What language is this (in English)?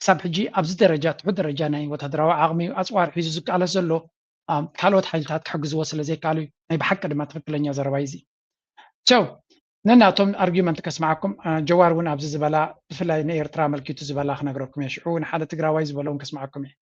Tigrinya